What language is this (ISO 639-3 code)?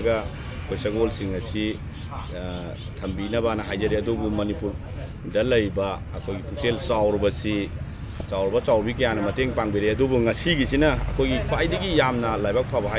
mni